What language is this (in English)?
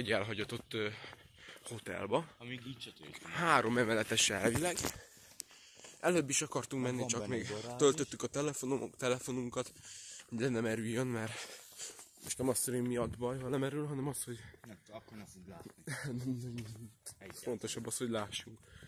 Hungarian